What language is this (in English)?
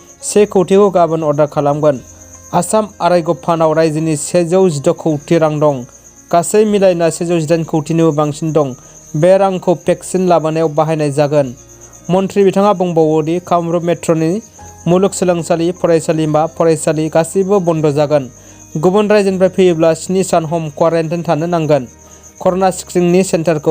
Bodo